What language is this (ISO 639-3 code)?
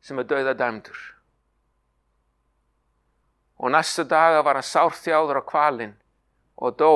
isl